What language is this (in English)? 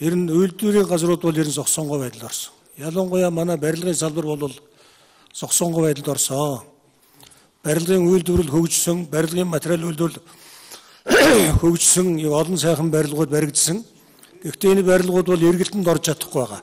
Mongolian